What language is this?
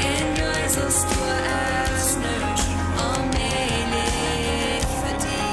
Plautdietsch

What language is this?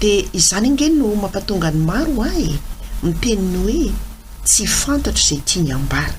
Malagasy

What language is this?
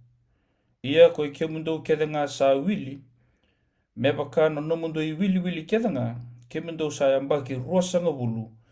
Fijian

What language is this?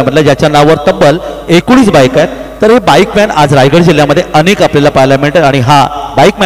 Marathi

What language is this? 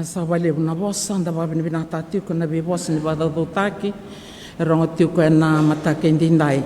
Fijian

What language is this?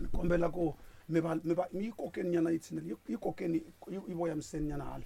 Tsonga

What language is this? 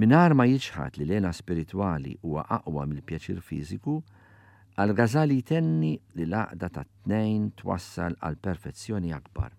Maltese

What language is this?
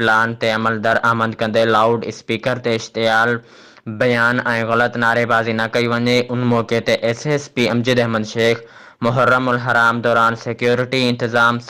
Sindhi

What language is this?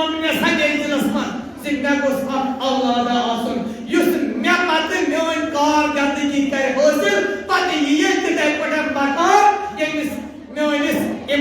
Kashmiri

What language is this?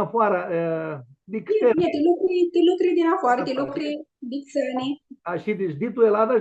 Aromanian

